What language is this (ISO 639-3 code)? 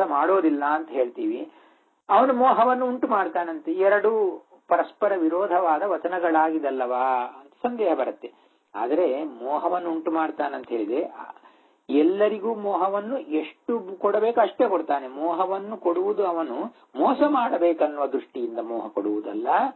kan